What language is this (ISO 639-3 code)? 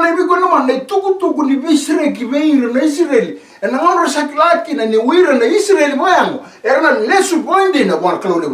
fij